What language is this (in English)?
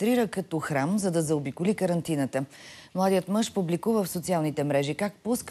Bulgarian